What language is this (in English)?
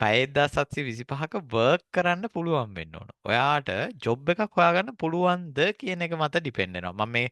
Sinhala